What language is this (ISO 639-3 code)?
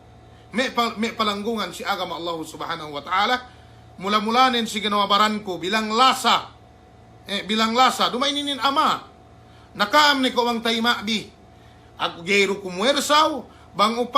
yka